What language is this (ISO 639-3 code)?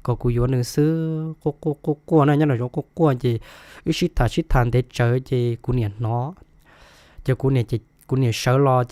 hmn